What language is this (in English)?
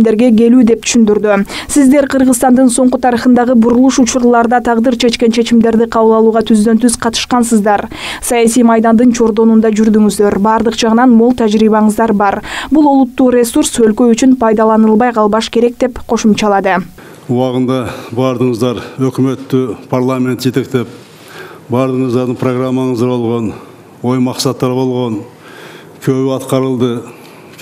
Kyrgyz